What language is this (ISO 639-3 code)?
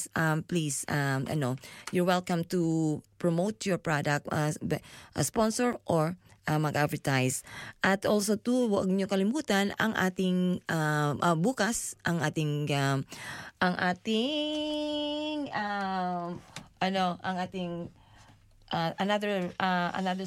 fil